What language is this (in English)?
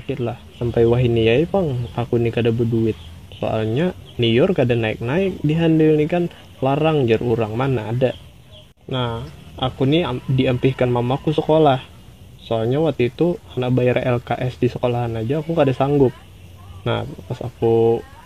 Banjar